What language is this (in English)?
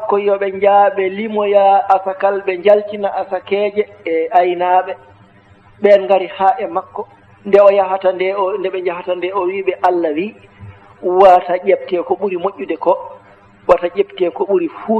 Fula